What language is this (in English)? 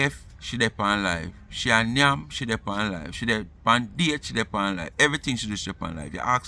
Jamaican Creole English